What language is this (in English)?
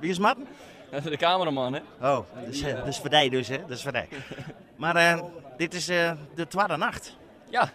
Western Frisian